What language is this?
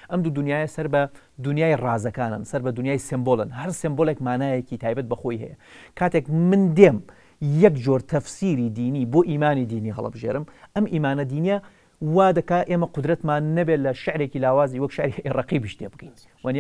Central Kurdish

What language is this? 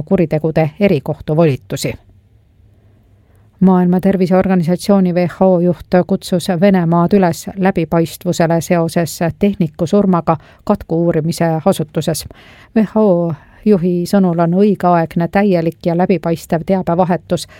Estonian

